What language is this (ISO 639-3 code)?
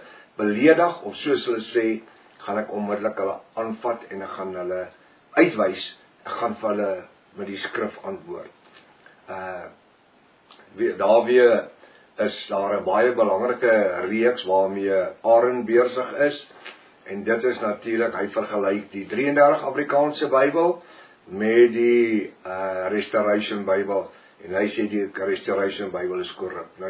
afr